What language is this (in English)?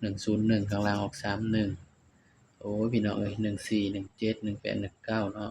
Northeastern Thai